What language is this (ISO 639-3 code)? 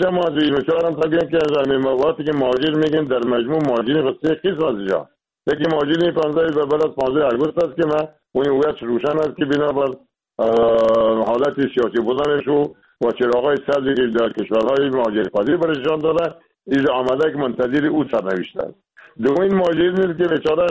fas